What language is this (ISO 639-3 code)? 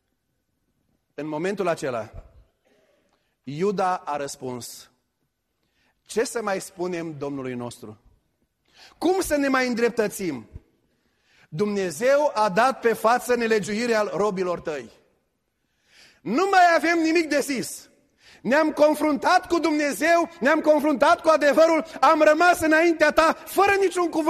ron